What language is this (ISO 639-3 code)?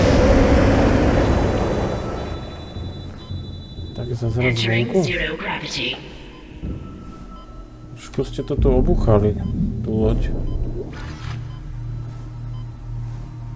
slk